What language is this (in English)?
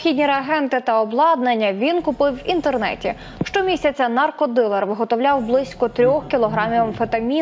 Ukrainian